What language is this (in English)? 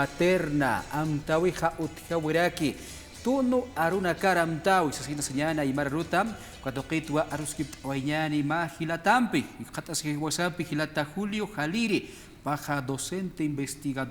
Aymara